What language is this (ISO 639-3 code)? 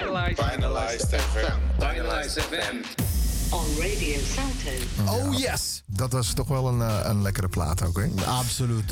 nld